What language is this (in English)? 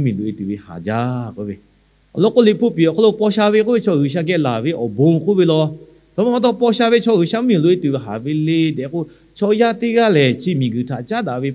Lahu